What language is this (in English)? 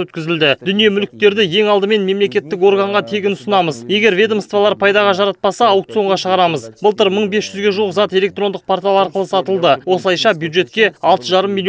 Kazakh